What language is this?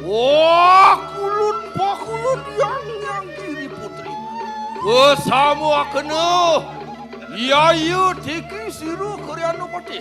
Balinese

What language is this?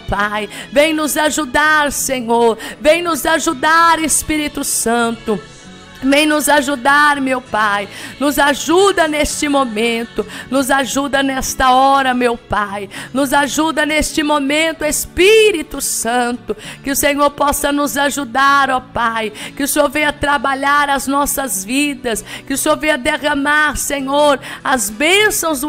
Portuguese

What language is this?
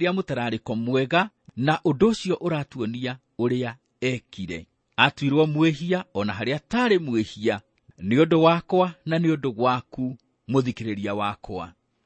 Kikuyu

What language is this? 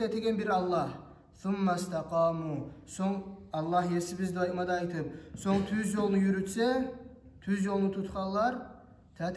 Kumyk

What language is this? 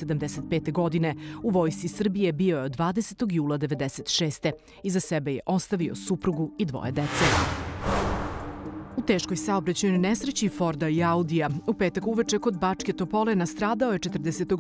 Serbian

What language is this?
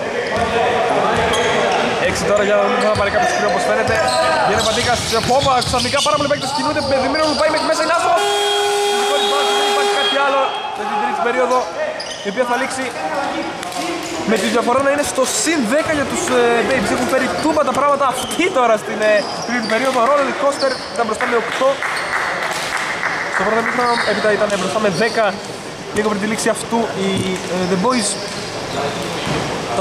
Greek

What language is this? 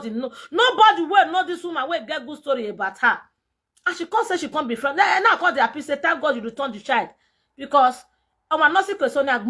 Nigerian Pidgin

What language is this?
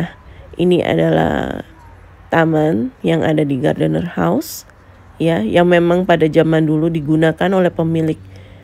Indonesian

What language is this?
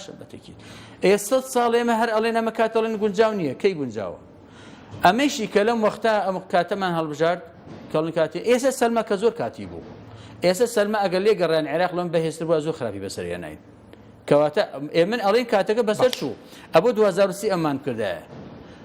Central Kurdish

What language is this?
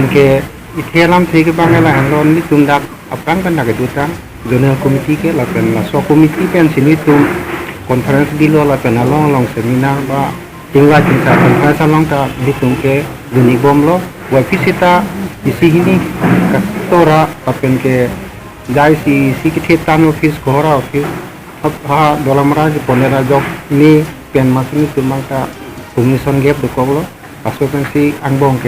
Karbi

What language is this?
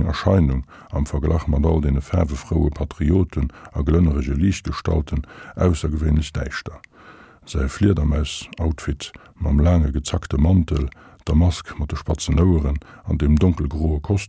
Luxembourgish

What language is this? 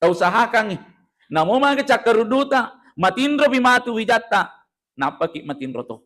Buginese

